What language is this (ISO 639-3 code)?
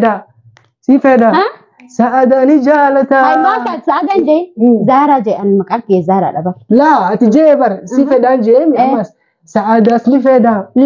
orm